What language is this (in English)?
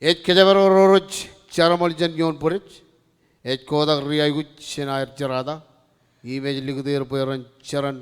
Marshallese